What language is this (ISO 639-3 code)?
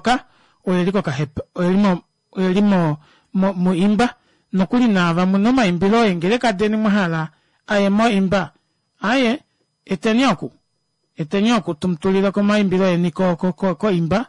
kua